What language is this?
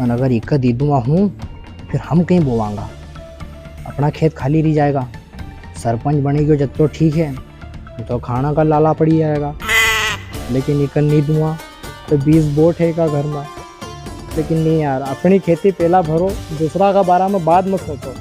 Rajasthani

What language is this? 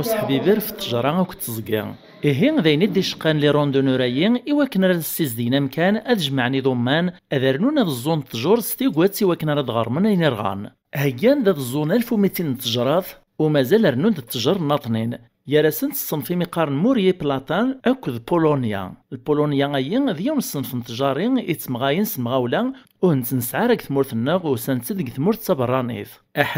Kabyle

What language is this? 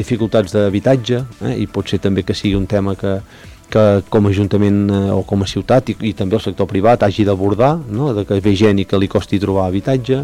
Catalan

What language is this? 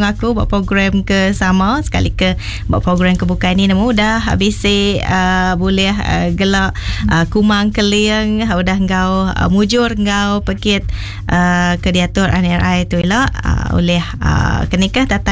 Iban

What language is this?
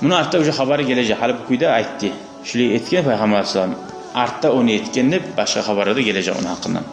Kumyk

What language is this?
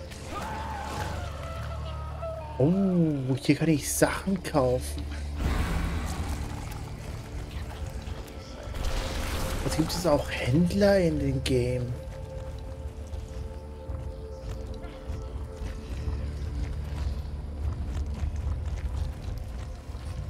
German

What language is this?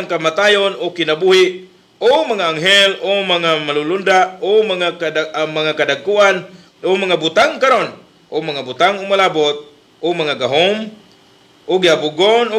Cebuano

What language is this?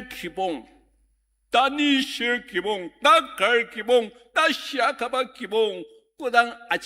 Ao Naga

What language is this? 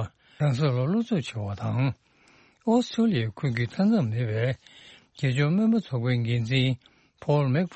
Tibetan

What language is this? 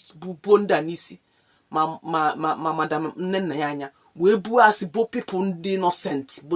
Igbo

